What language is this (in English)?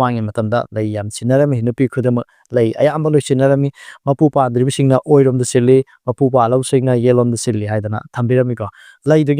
Manipuri